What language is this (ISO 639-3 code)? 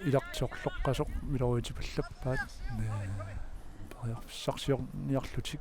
kal